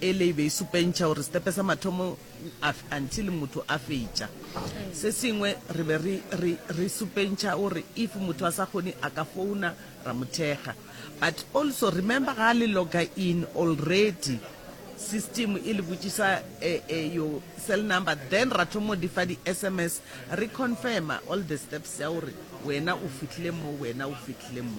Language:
Northern Sotho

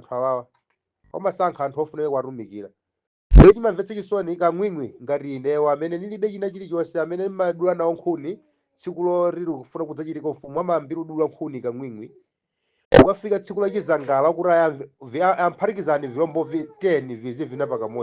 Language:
Nyanja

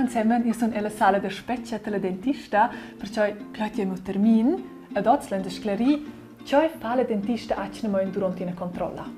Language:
Romansh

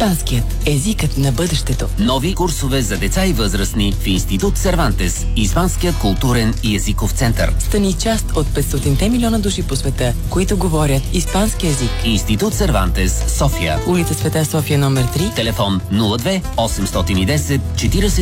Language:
Bulgarian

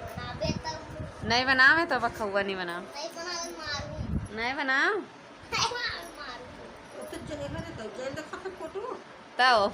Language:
Chhattisgarhi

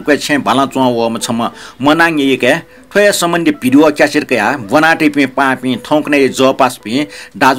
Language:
Newari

